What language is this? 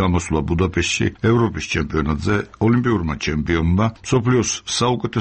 Georgian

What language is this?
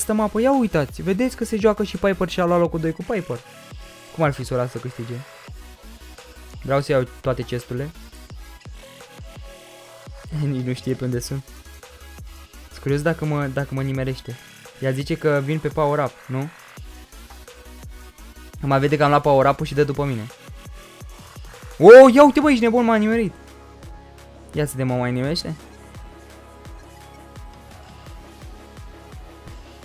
Romanian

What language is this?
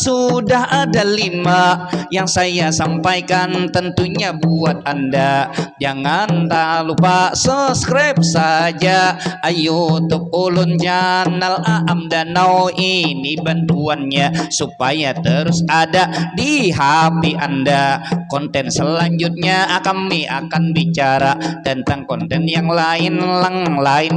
Banjar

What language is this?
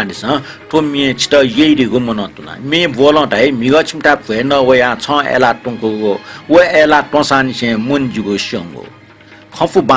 Newari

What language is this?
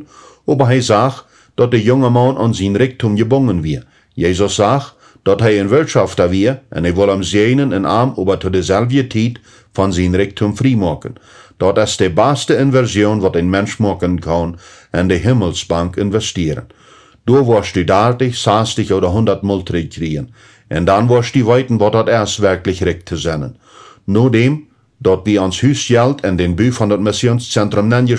Plautdietsch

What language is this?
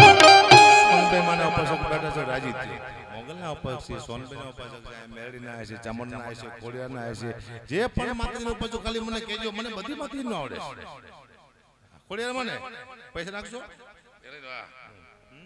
Gujarati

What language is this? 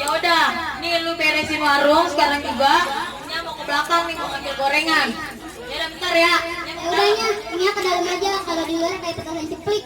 Betawi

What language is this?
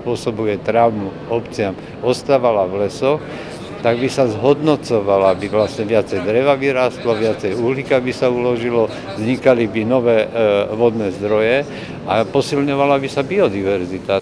Slovak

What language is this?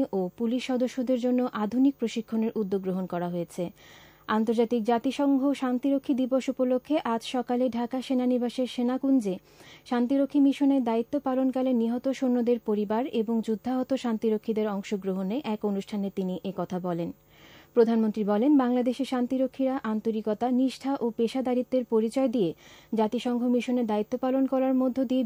Bangla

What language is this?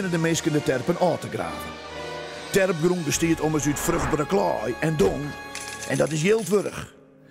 Western Frisian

